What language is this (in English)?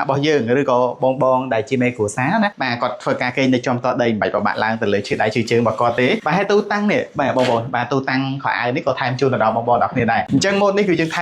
Khmer